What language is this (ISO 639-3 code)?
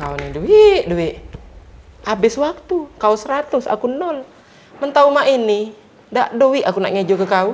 mui